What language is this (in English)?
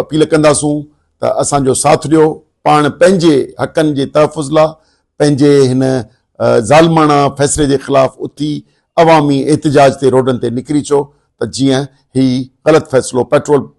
Sindhi